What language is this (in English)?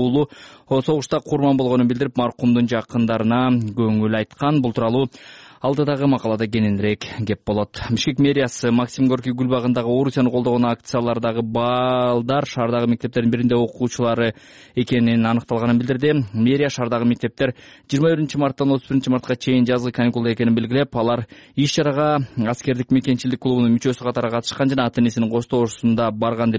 Kyrgyz